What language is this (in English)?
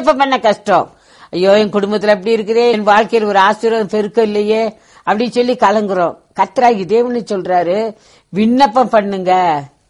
Tamil